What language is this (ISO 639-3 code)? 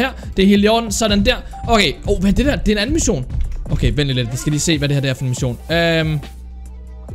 dan